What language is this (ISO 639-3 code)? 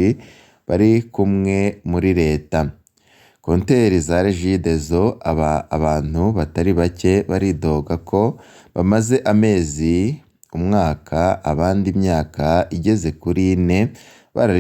run